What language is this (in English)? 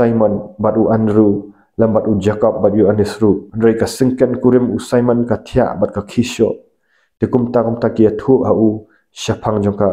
Khasi